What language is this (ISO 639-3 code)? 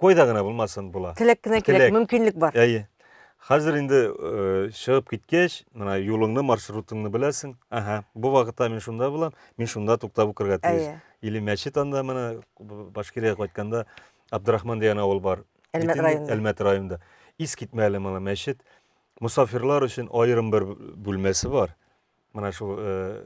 tat